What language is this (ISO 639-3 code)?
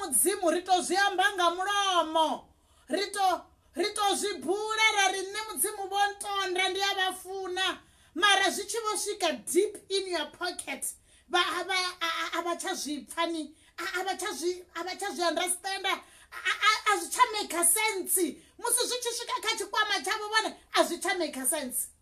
ven